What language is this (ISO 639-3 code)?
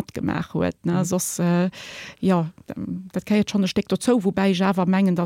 ltz